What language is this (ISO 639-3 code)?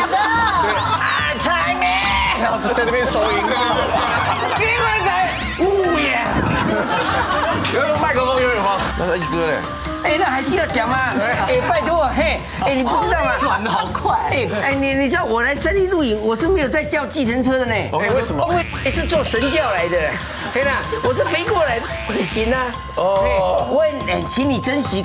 zho